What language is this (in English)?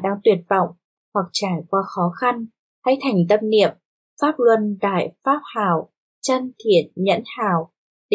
Vietnamese